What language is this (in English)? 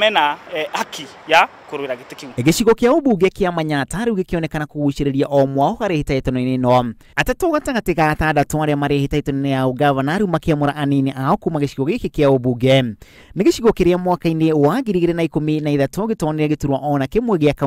Kikuyu